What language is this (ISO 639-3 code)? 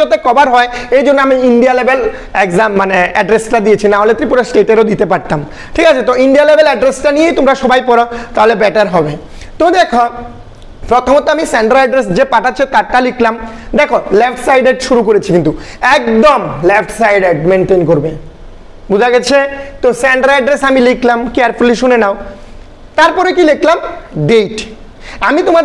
ben